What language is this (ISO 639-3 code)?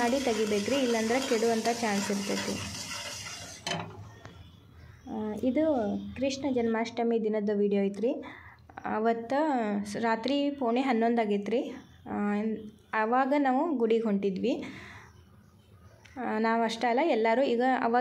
kan